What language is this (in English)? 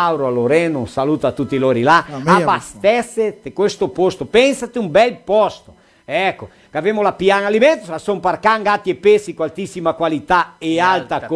Venetian